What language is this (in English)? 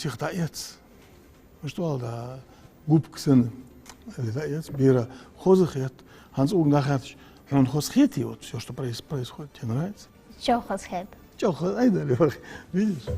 Ingush